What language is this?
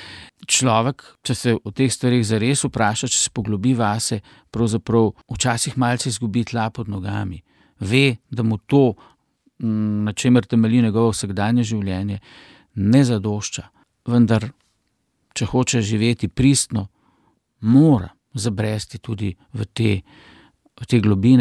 Slovenian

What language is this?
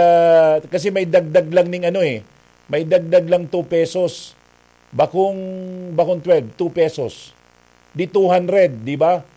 Bikol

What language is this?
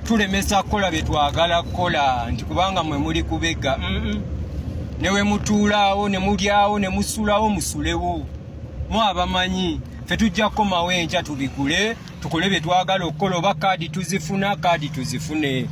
Ganda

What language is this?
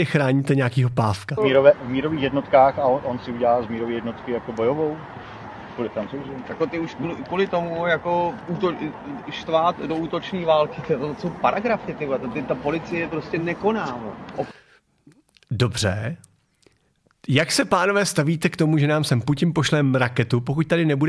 Czech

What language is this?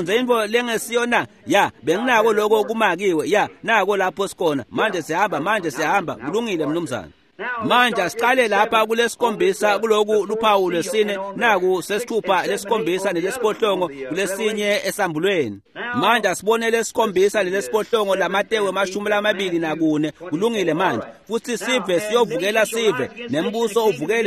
Swati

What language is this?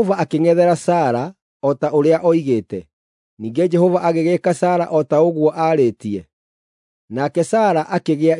Kikuyu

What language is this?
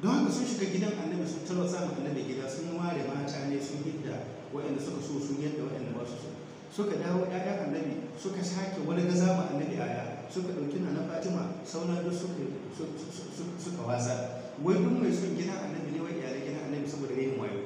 Hausa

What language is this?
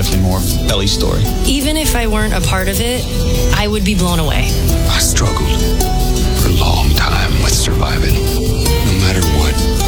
English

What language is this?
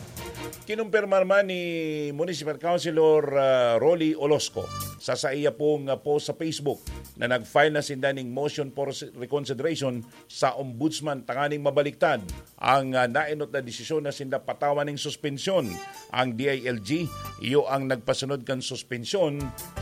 Bikol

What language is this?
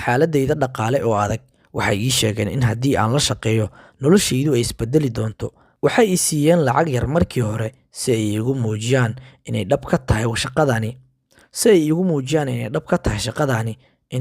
Somali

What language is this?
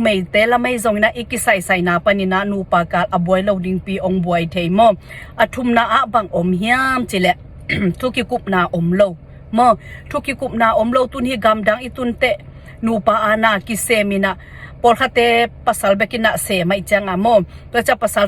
Tedim Chin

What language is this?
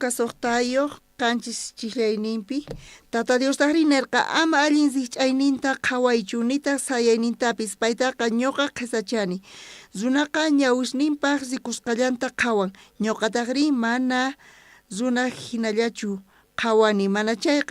South Bolivian Quechua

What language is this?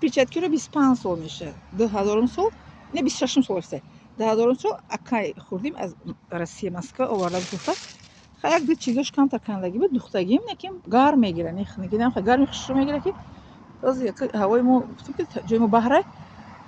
Tajik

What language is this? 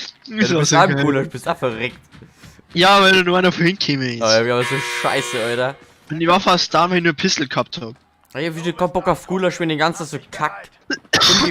Bavarian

